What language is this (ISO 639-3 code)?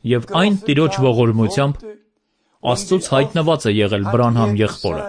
hye